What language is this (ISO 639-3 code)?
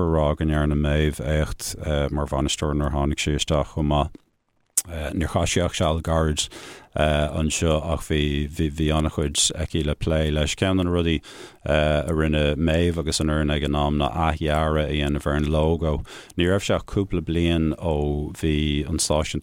gle